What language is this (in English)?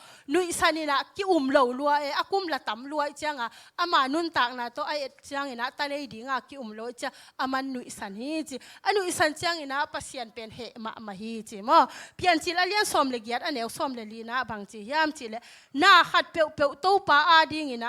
Tedim Chin